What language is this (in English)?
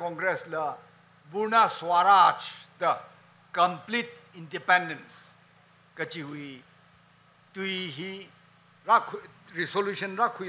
Tangkhul Naga (India)